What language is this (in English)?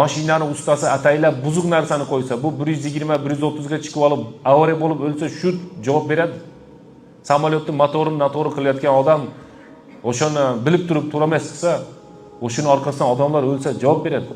Uzbek